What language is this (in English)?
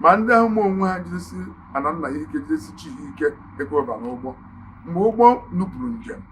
Igbo